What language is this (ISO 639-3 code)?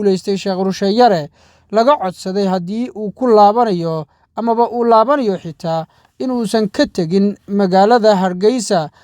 som